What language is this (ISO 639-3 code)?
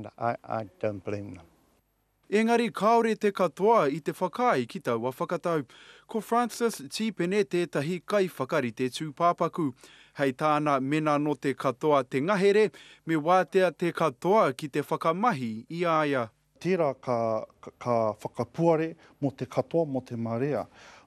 mri